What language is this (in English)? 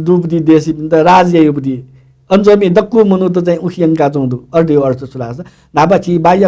Newari